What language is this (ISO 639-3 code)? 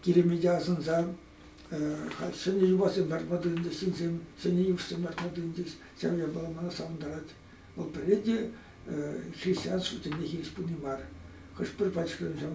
chv